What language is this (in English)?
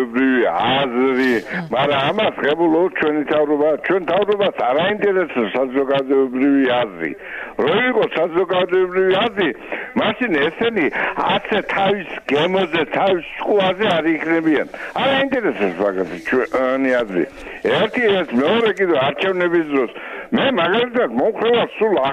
Georgian